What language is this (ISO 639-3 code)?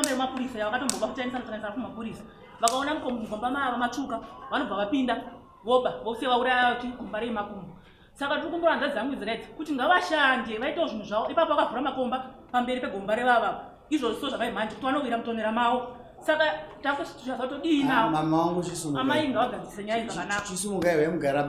sna